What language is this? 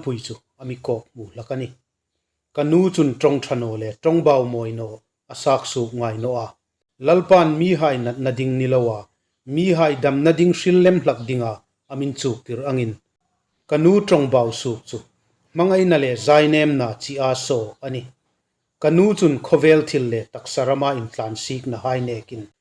Hmar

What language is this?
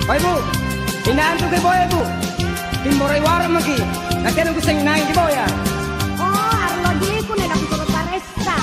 Makasar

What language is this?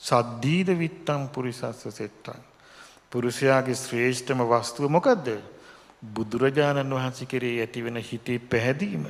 Sinhala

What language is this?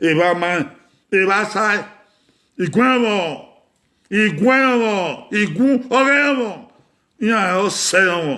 Bini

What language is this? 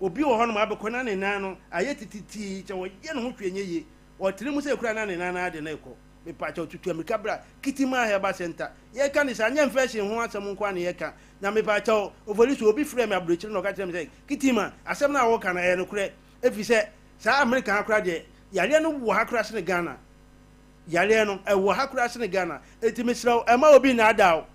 Akan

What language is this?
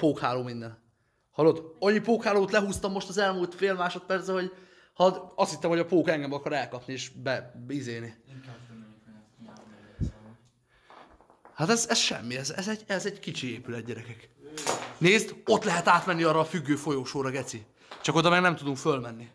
Hungarian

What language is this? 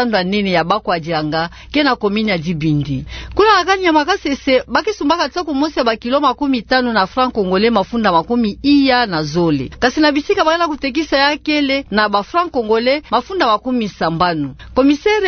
Kituba (Democratic Republic of Congo)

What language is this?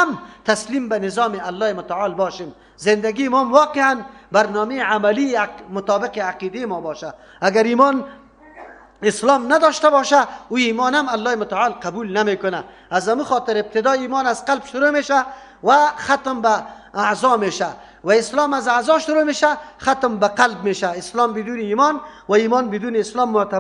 Persian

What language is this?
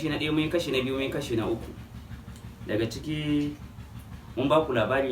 Hausa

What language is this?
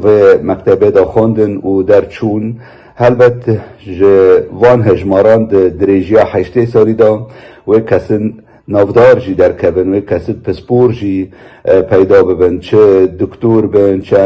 Kurdish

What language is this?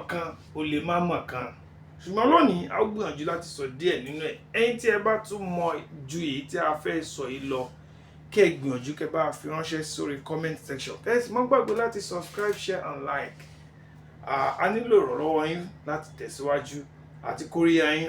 Yoruba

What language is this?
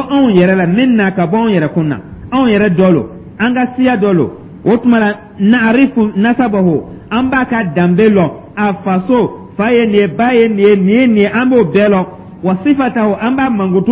Dyula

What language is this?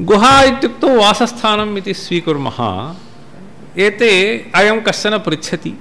Sanskrit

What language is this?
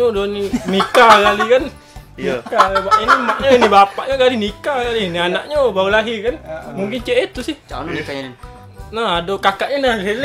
Musi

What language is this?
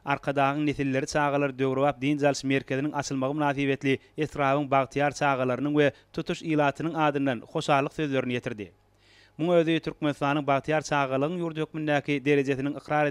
Turkmen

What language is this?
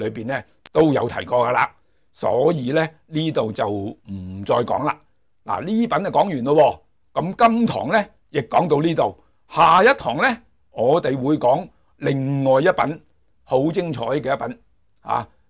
Cantonese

